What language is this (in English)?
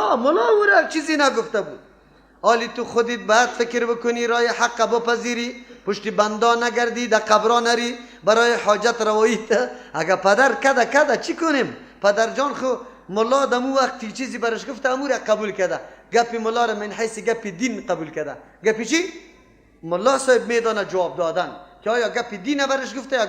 Persian